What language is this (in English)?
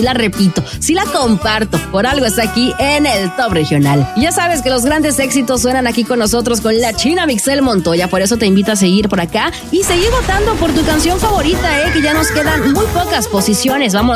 Spanish